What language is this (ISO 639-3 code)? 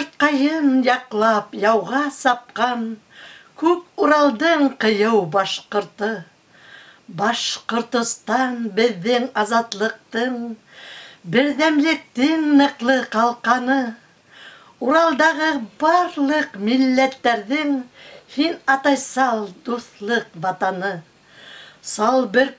bak